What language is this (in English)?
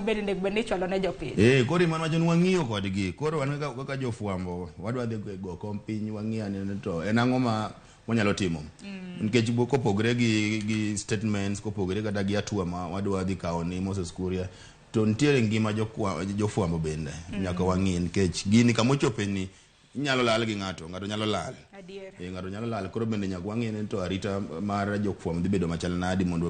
Luo (Kenya and Tanzania)